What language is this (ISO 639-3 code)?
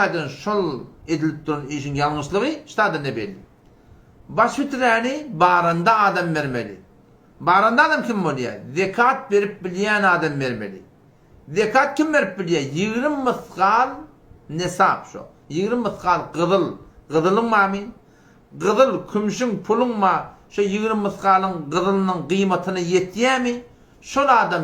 tuk